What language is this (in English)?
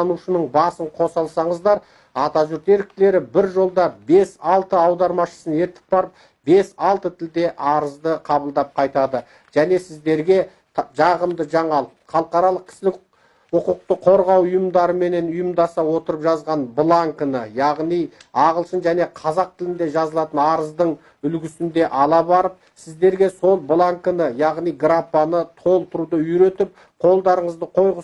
Kazakh